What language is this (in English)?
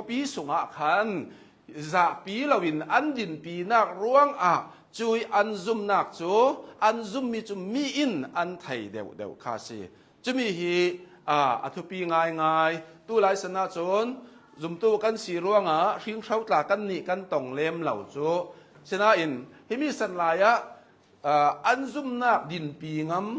Hakha Chin